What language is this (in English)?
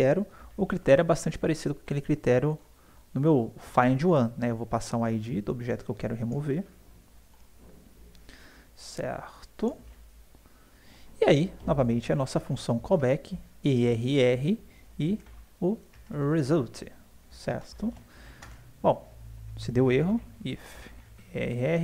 Portuguese